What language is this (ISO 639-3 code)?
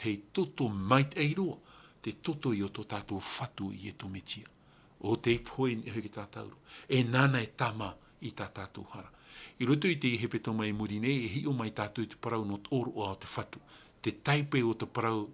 tah